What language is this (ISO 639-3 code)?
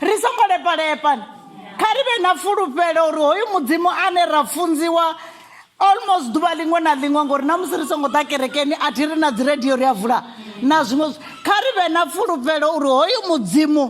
ven